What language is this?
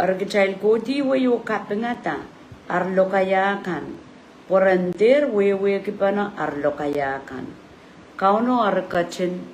Pohnpeian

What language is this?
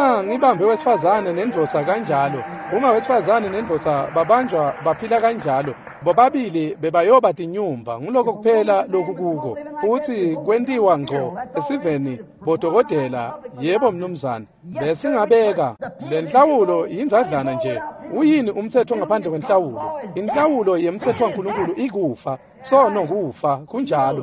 Swati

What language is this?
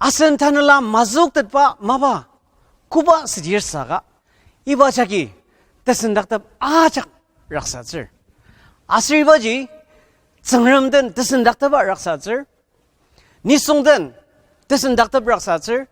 Ao Naga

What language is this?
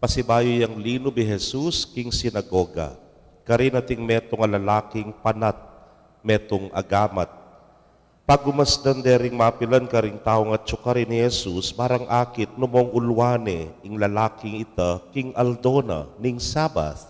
Pampanga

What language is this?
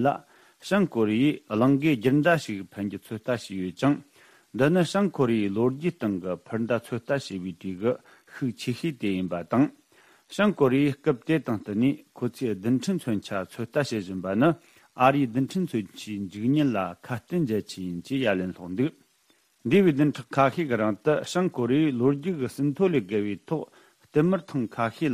Tibetan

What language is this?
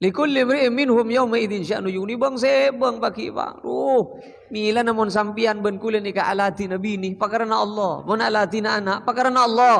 Madurese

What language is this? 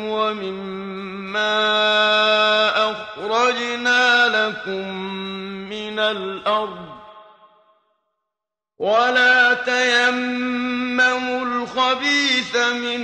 Arabic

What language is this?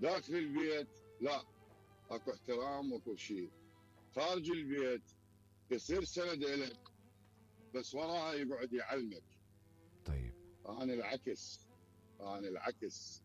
Mesopotamian Arabic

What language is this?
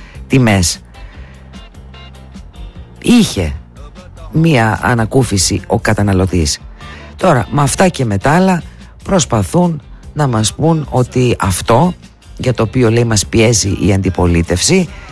Greek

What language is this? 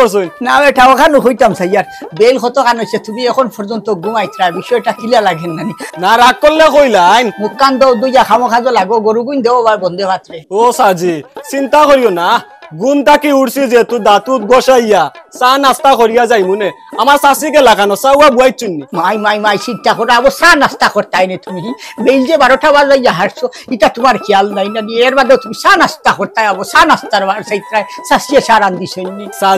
Sylheti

